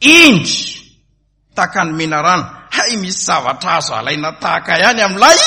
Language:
Malagasy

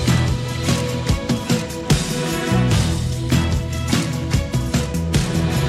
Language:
Portuguese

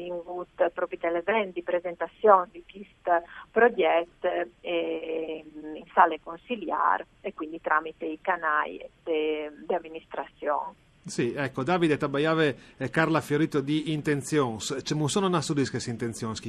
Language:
Friulian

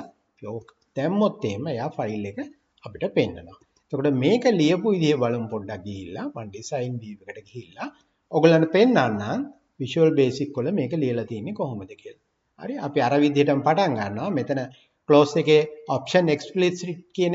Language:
Sinhala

